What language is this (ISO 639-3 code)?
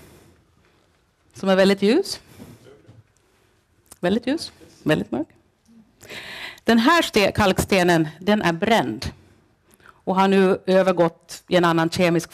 swe